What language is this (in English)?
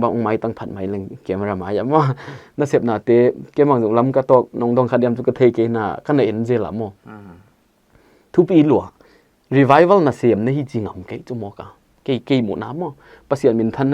Paite Chin